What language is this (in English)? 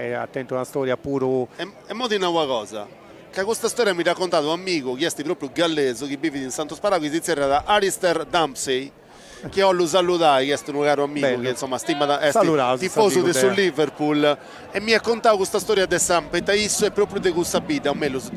Sardinian